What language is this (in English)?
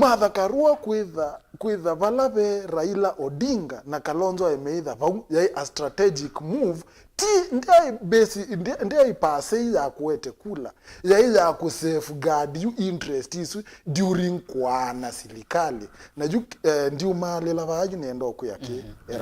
Kamba